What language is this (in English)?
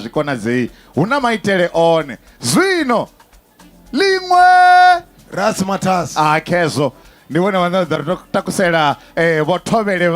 Venda